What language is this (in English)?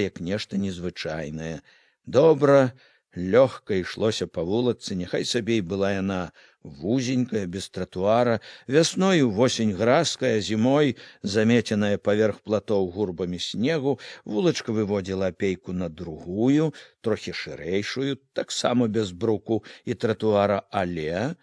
Belarusian